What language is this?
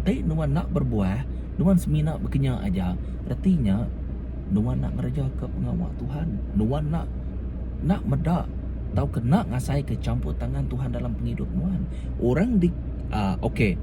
Iban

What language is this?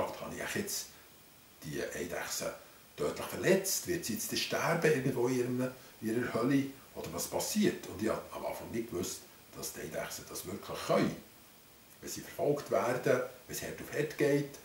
Swiss German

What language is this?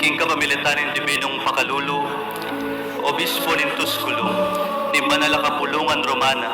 Pampanga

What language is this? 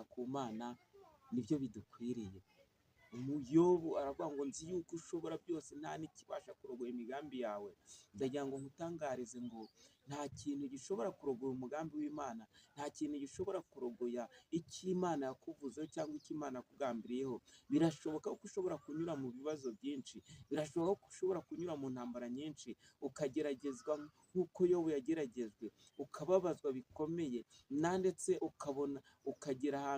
Kinyarwanda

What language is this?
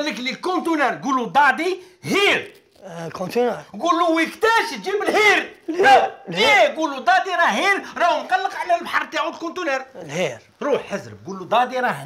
Algerian Arabic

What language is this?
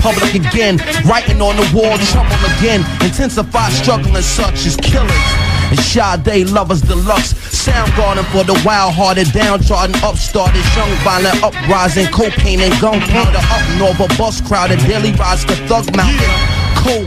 English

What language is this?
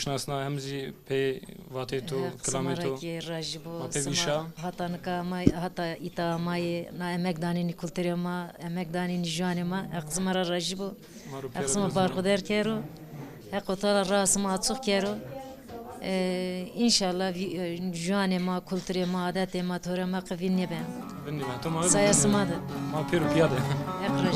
Zaza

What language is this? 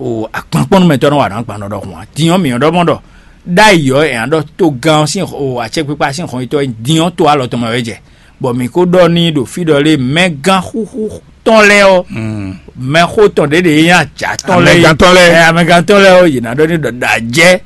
Fon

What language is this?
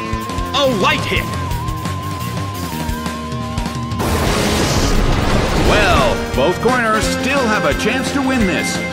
English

